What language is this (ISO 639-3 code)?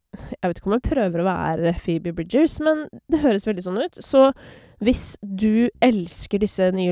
nor